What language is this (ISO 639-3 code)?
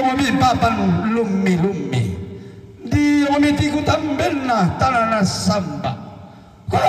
sda